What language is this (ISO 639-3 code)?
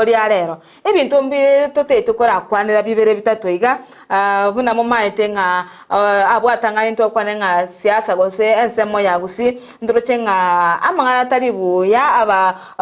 guz